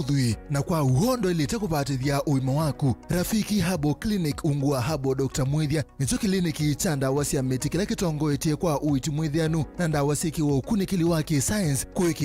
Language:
Kamba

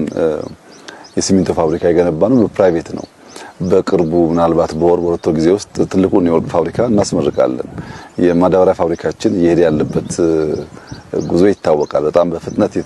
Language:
Amharic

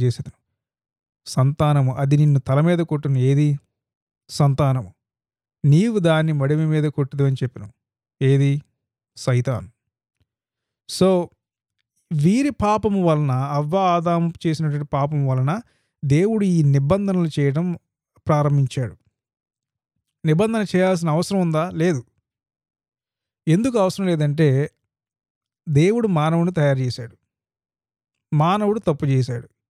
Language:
Telugu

